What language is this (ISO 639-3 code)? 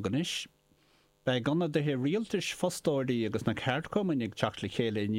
gle